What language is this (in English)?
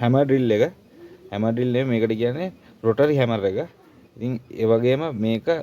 Sinhala